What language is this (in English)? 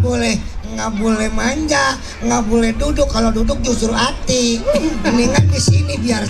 Betawi